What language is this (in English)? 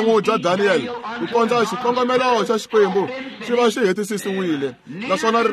Tsonga